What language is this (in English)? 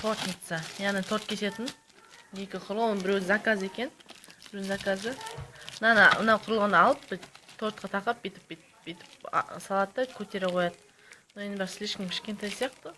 Kazakh